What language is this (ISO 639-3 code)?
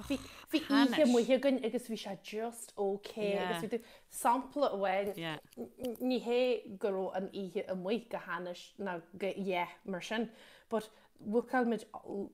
gle